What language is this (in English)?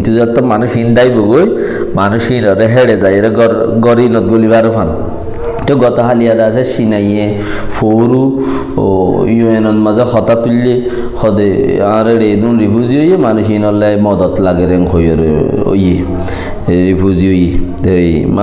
Rohingya